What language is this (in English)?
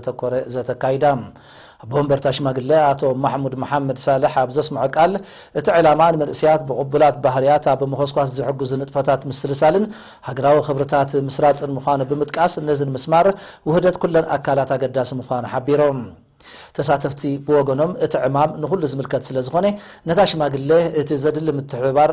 Tigrinya